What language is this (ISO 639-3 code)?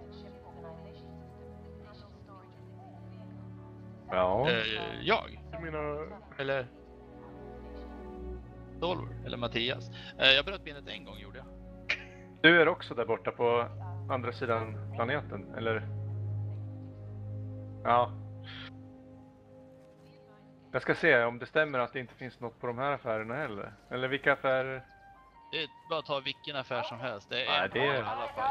swe